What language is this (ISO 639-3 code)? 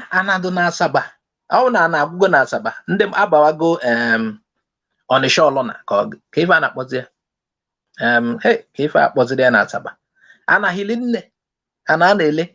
ibo